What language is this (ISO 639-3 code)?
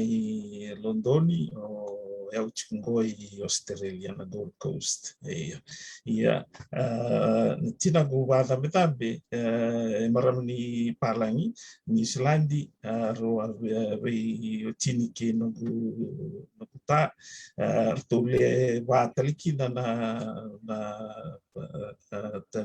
fij